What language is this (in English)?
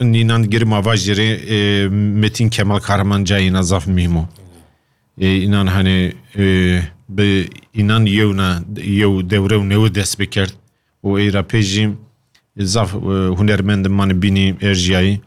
Kurdish